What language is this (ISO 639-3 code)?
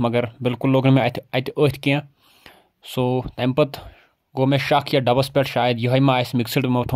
kas